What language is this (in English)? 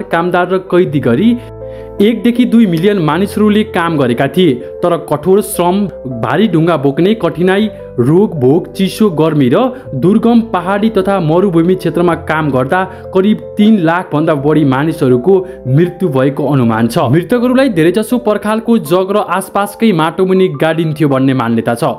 Nepali